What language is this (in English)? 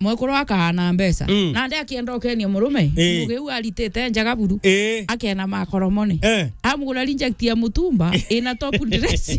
Meru